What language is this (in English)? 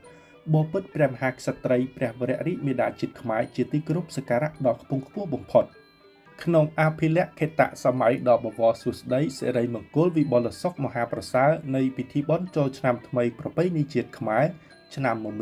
Khmer